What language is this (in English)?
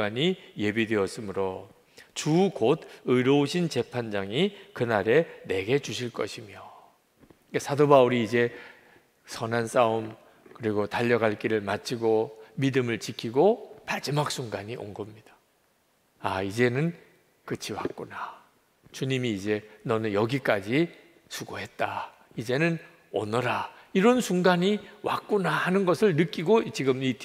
Korean